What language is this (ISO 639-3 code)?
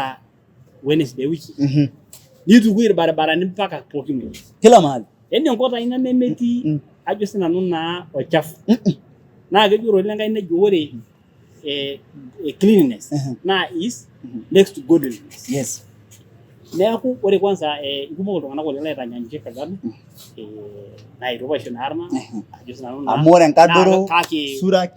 mas